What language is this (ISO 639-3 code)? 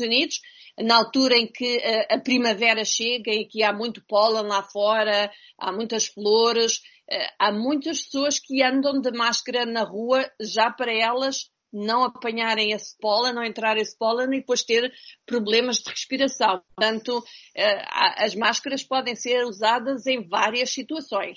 por